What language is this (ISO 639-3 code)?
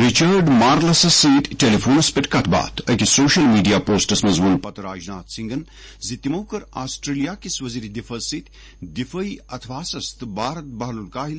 kas